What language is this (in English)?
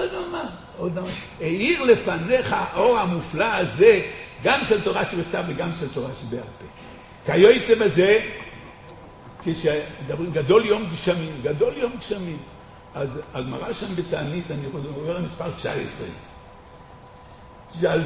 Hebrew